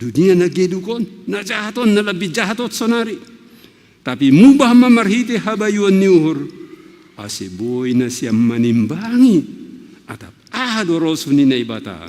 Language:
Batak Simalungun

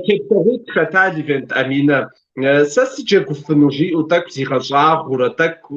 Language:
Kabardian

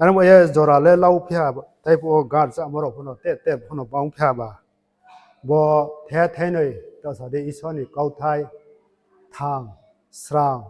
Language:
Riang (India)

